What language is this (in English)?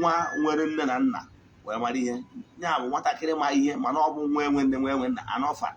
Igbo